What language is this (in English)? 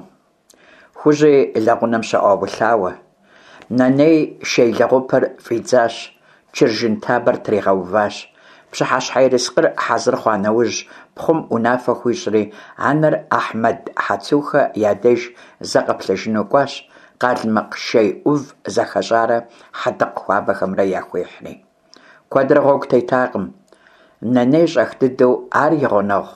Kabardian